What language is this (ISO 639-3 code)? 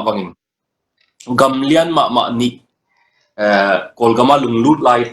ctd